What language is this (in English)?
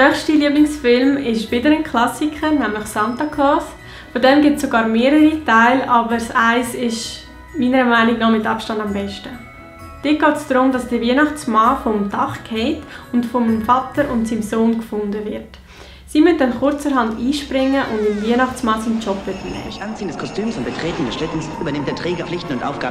Swiss German